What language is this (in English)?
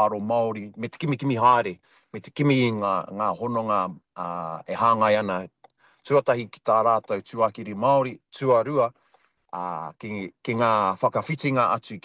Māori